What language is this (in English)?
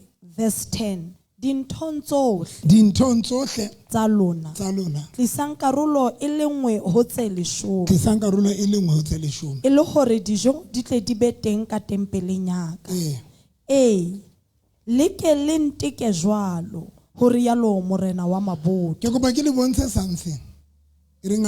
Southern Sotho